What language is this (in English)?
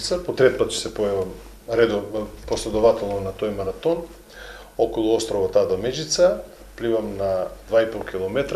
Macedonian